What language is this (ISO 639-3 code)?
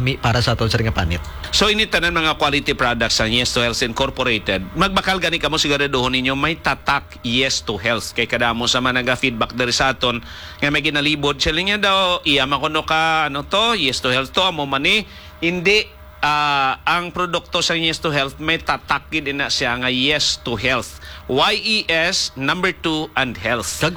hil